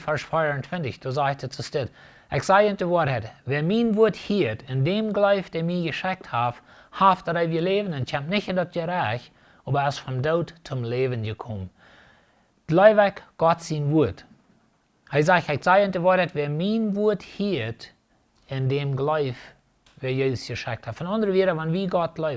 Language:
Plautdietsch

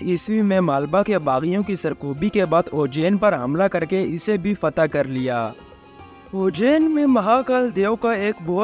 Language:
Urdu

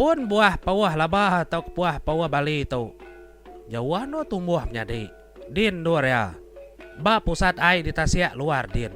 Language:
Iban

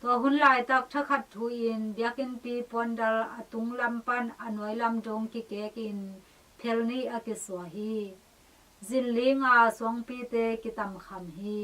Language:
Tedim Chin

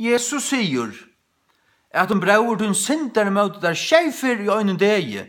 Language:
Faroese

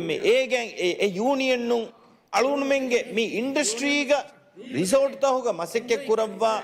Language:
Divehi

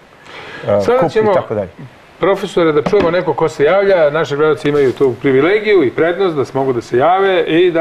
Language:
Serbian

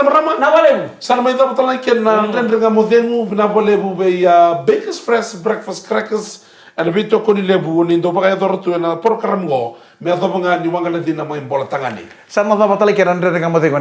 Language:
Fijian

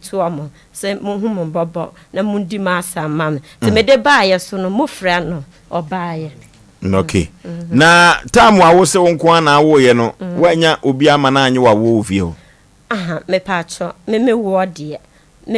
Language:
Akan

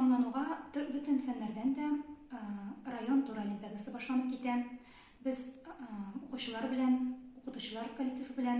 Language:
Tatar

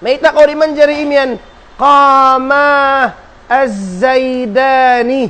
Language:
Tausug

